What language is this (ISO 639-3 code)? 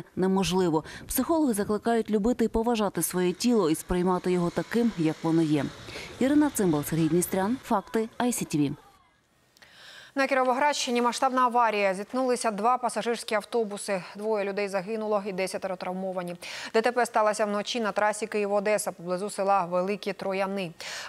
ukr